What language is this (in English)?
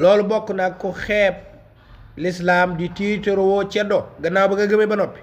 Wolof